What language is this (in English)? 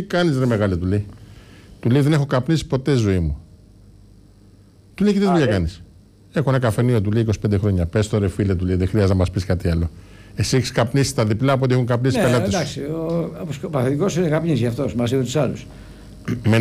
Greek